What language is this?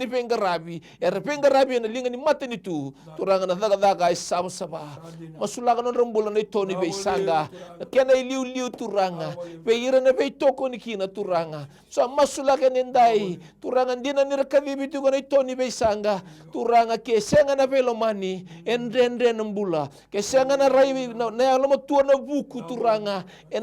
Fijian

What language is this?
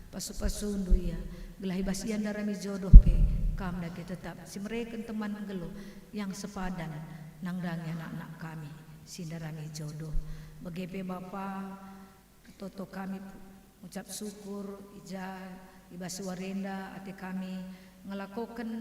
Batak Karo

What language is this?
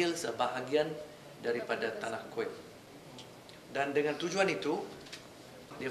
Malay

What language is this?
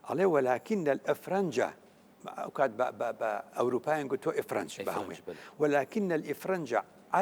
Central Kurdish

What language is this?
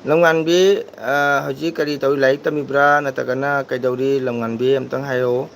Manipuri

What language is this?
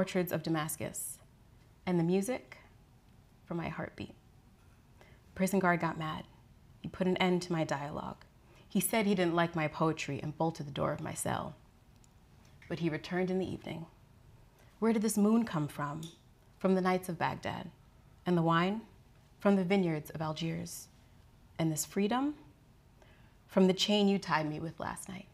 English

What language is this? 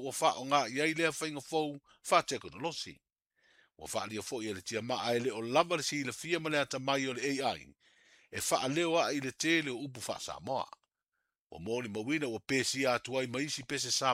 Samoan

